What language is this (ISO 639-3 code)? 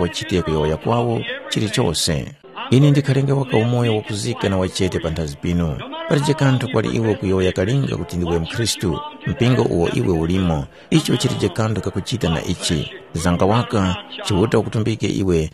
tum